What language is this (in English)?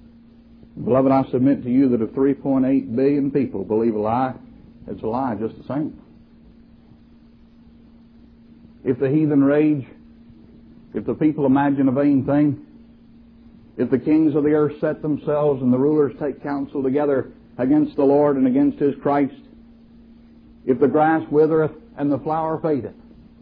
English